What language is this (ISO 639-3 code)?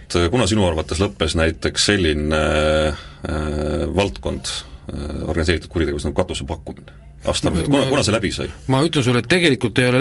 est